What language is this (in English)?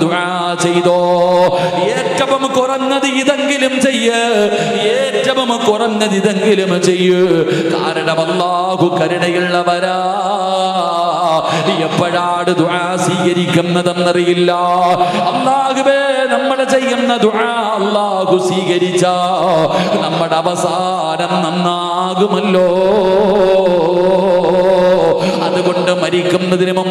Malayalam